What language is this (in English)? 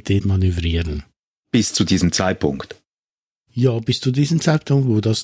German